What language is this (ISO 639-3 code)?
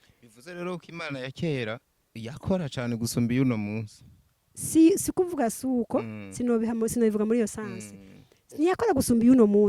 run